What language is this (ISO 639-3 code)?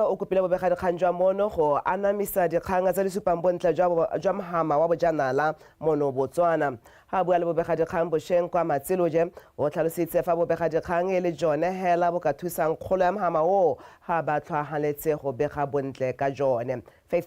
tsn